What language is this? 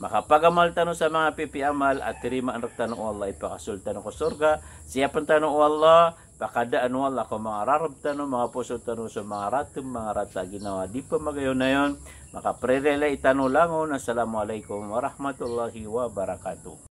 Maranao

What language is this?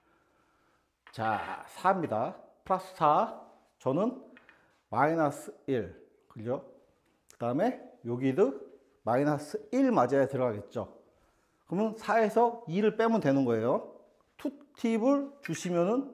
Korean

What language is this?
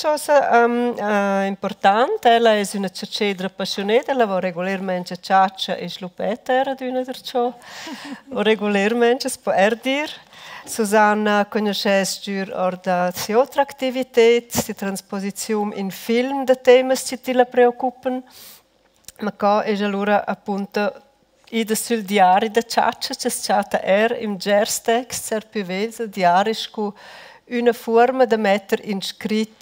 Romansh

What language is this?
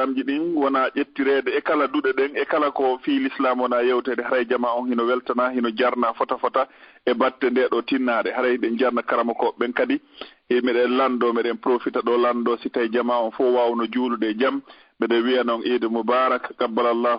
Fula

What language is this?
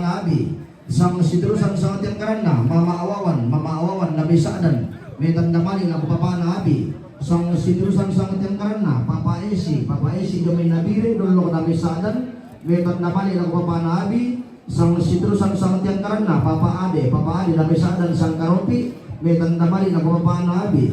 Toraja-Sa'dan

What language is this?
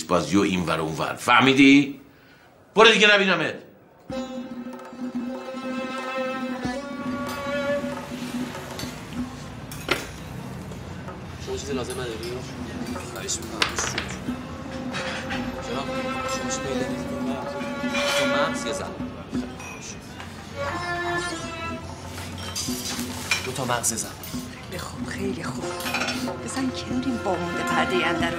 Persian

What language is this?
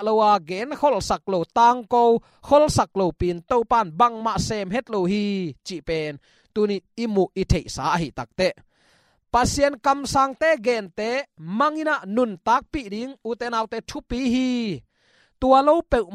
Tedim Chin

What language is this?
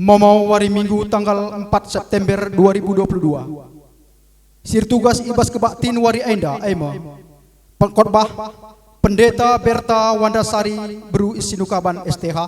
Batak Karo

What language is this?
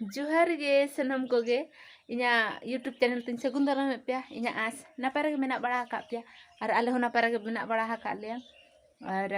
Santali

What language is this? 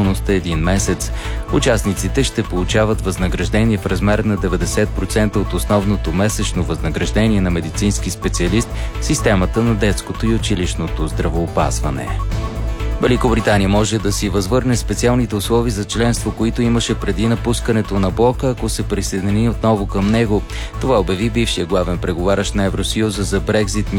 Bulgarian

